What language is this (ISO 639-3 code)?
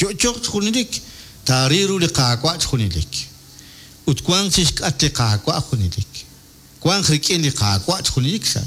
kek